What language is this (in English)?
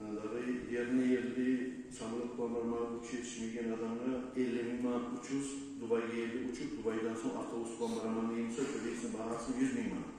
Kumyk